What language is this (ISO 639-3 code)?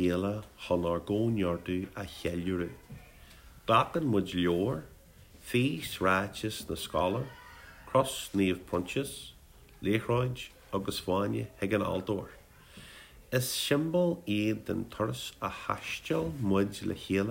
gle